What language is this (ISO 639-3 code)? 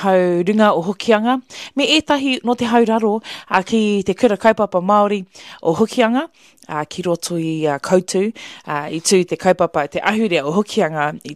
mri